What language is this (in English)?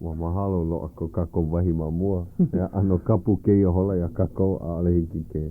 Hawaiian